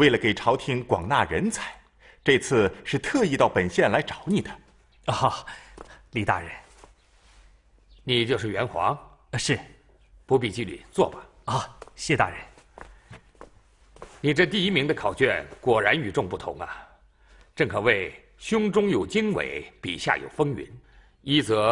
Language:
Chinese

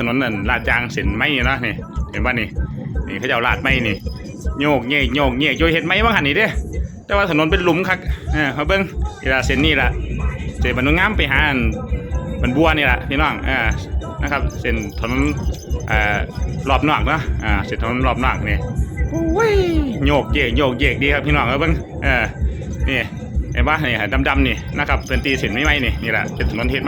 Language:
Lao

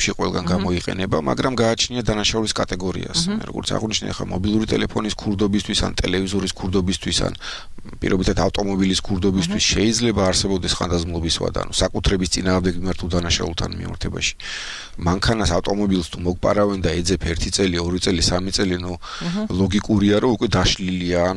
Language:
Georgian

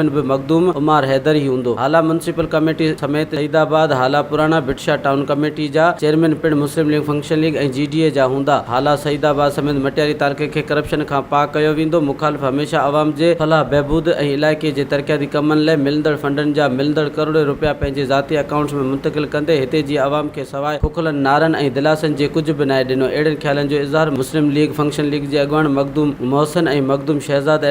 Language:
Sindhi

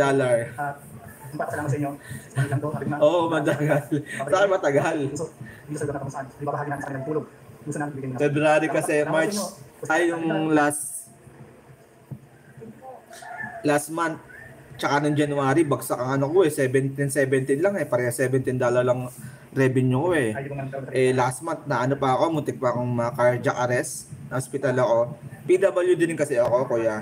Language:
Filipino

